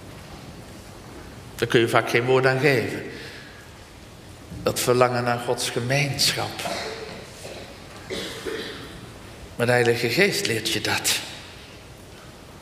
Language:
Dutch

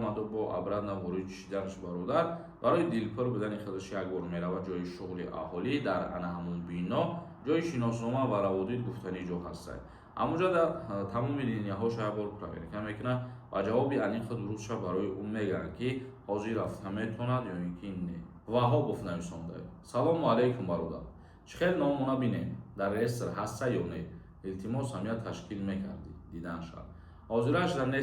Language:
Tajik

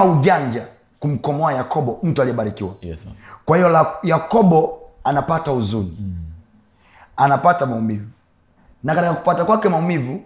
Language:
Swahili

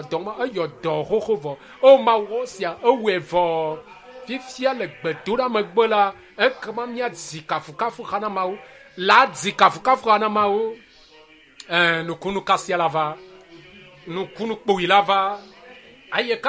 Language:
Ewe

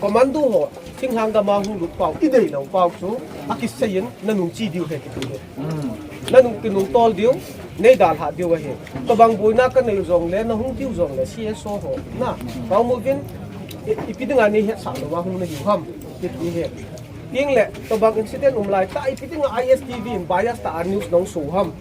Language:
Paite Chin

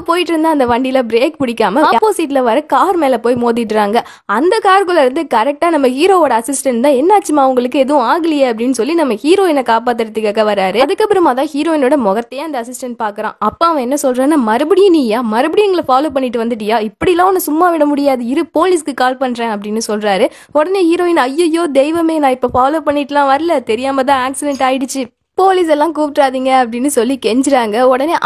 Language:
Tamil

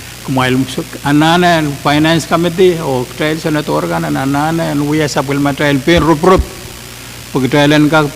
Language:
Pohnpeian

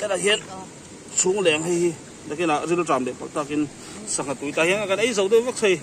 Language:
Mizo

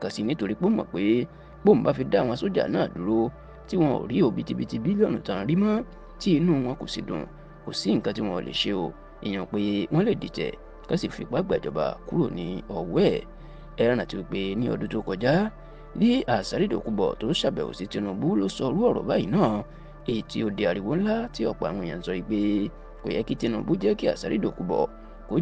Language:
Yoruba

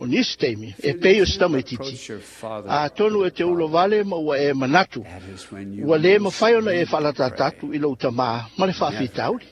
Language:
Samoan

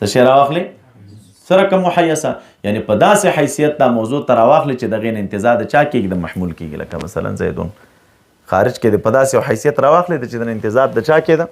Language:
Pashto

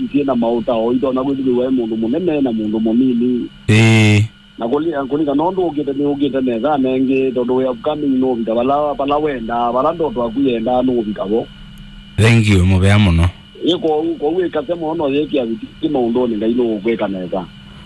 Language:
Kamba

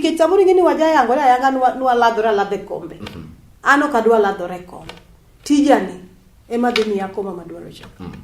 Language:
Luo (Kenya and Tanzania)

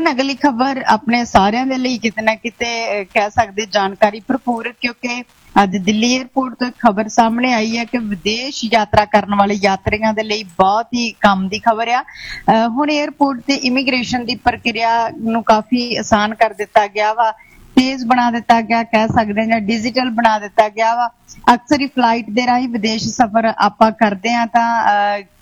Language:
Punjabi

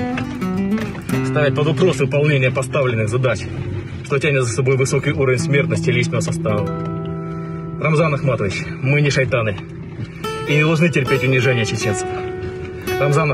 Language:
Russian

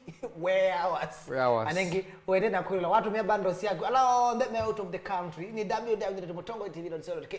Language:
Kamba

